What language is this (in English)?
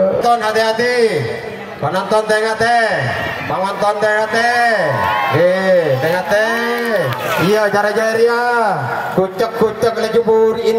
Madurese